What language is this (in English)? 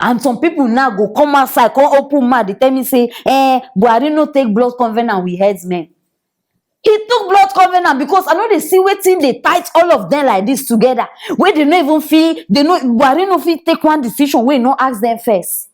Nigerian Pidgin